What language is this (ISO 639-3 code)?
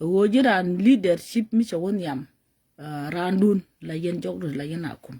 nus